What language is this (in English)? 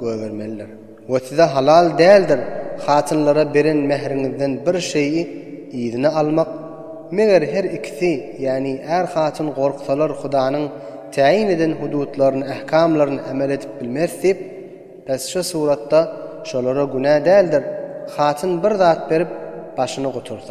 Turkmen